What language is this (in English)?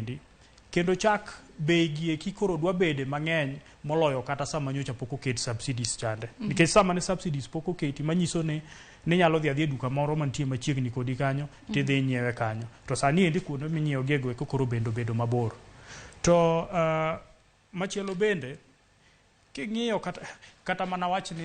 Luo (Kenya and Tanzania)